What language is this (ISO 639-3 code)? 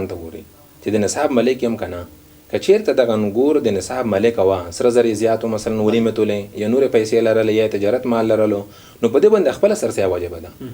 pus